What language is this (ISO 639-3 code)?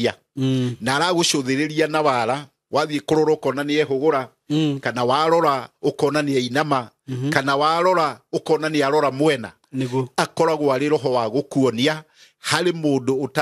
kik